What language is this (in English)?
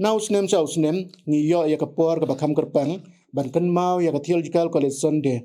Khasi